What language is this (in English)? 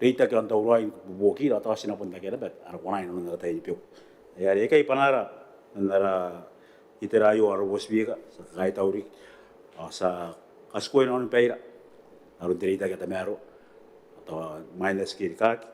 Gilbertese